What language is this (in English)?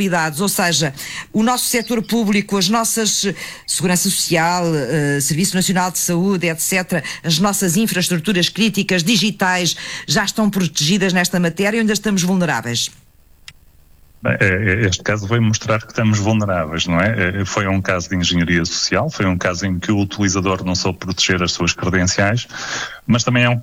Portuguese